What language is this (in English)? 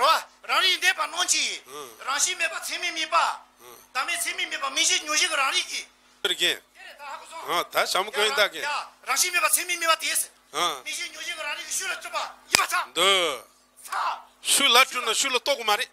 Tibetan